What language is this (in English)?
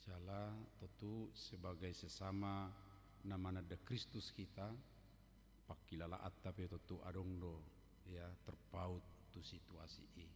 Batak Toba